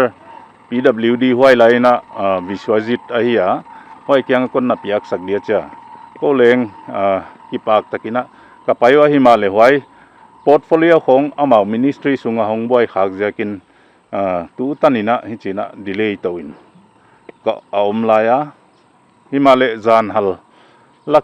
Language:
Paite Chin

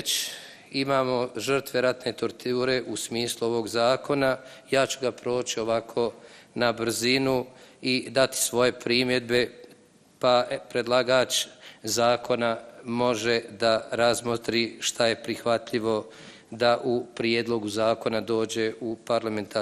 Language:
Bosnian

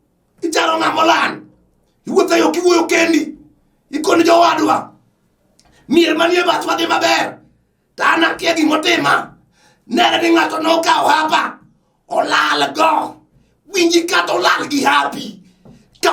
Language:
Luo (Kenya and Tanzania)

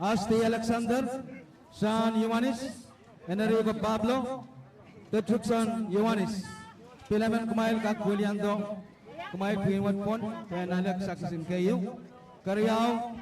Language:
Pohnpeian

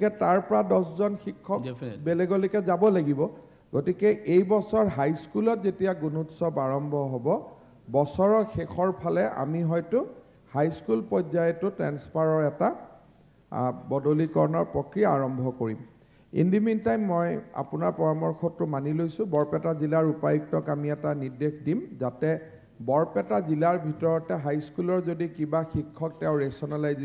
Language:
Assamese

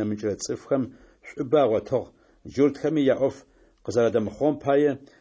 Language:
Adyghe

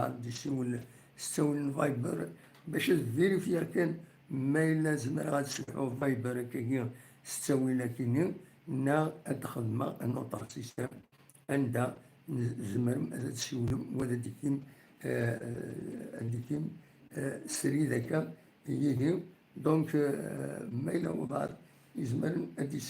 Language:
Kabyle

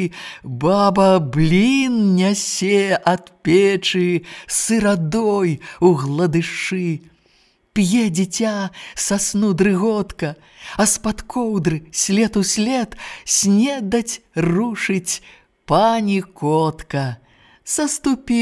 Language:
Belarusian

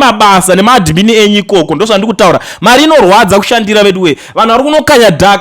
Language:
Shona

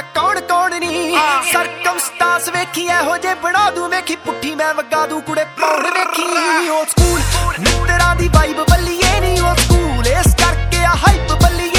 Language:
Punjabi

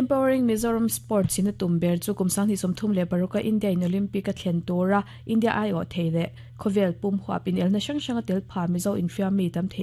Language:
Mizo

